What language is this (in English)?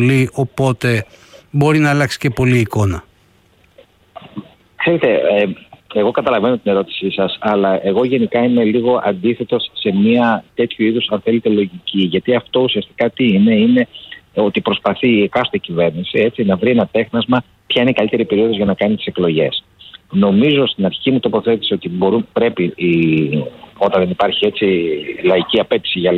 Greek